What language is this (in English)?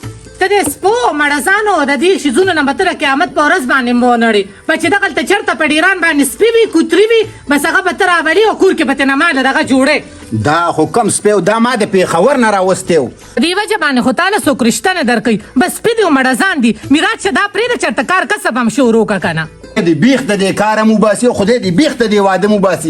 Pashto